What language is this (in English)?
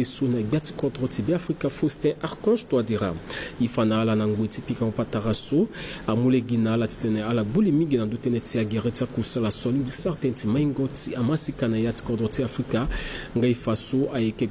Sango